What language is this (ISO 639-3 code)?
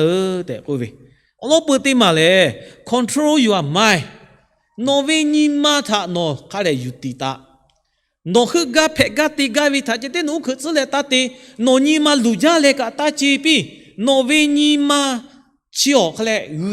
lhu